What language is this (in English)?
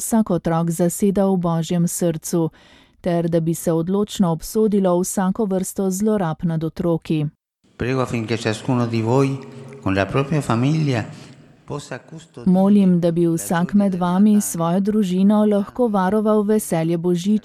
Slovenian